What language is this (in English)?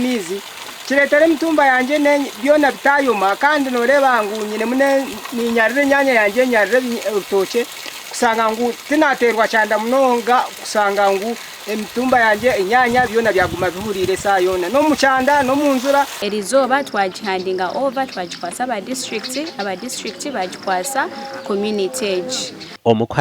Nyankole